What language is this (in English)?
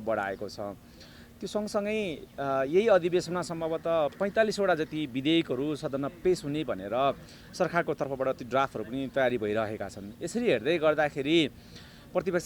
Nepali